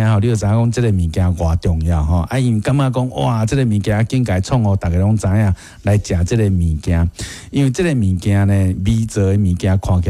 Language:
Min Nan Chinese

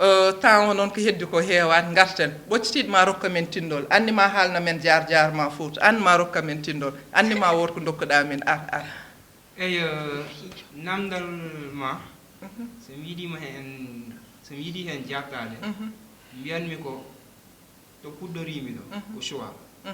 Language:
Fula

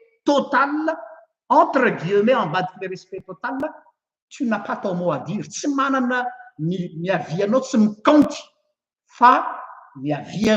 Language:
Malagasy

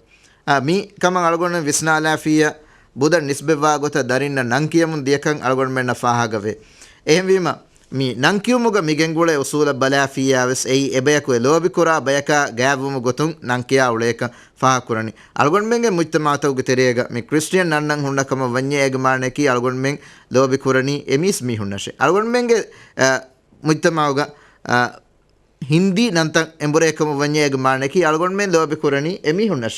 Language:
Divehi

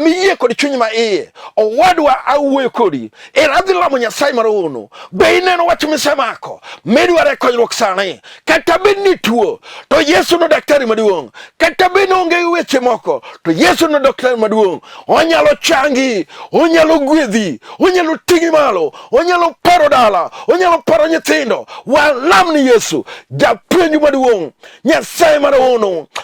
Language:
Luo (Kenya and Tanzania)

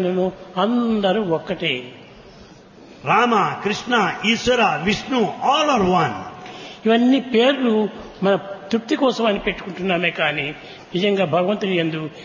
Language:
Telugu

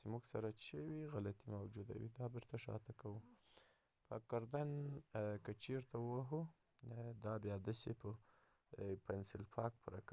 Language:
Pashto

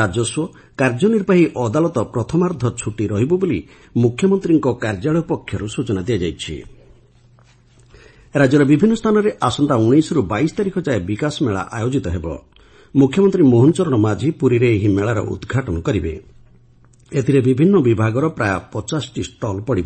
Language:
Odia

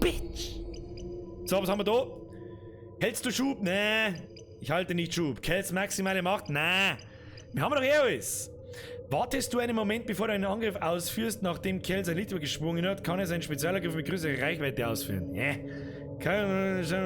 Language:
Bavarian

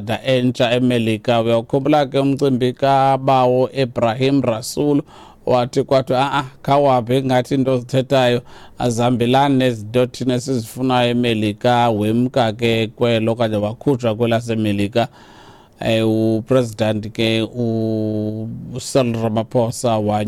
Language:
Xhosa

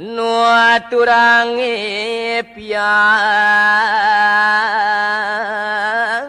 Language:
Balinese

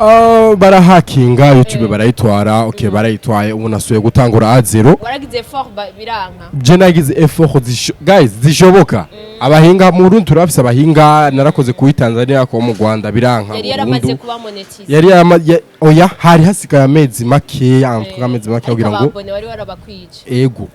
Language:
Rundi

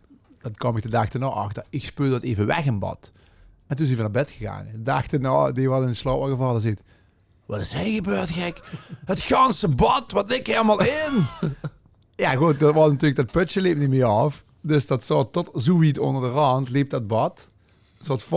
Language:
Limburgish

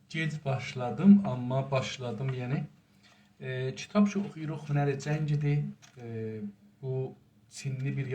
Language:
South Azerbaijani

